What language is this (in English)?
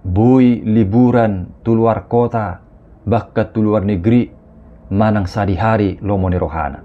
Batak Toba